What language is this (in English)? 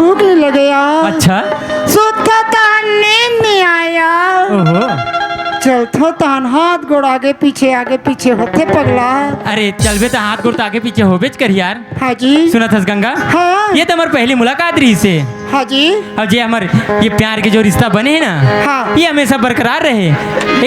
Chhattisgarhi